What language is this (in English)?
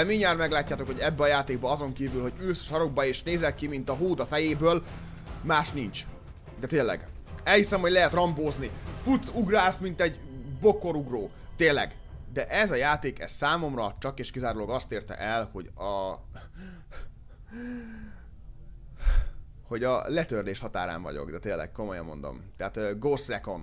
Hungarian